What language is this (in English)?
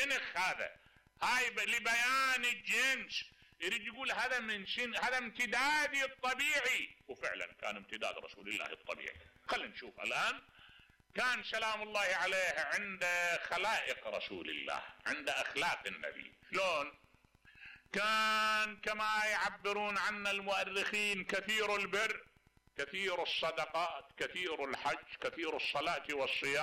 Mesopotamian Arabic